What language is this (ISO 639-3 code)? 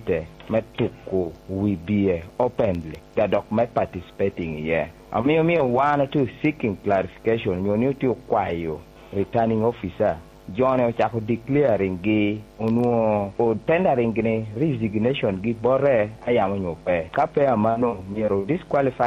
laj